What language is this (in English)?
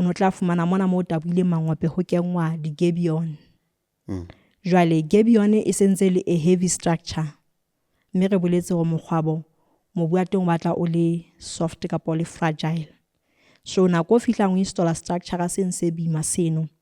Southern Sotho